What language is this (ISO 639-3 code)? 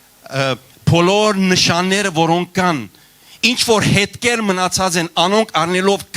hyw